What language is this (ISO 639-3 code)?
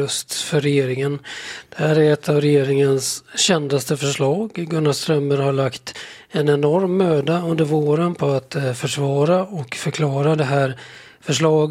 swe